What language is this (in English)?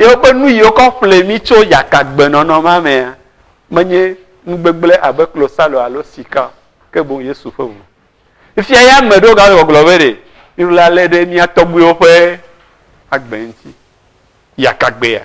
Ewe